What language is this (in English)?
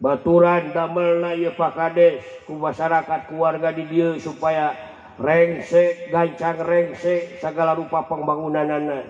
Sundanese